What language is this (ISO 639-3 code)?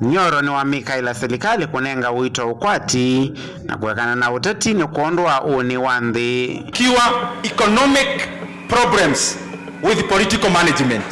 kam